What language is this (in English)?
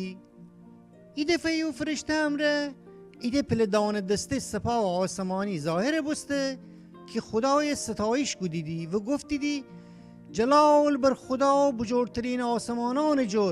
Gilaki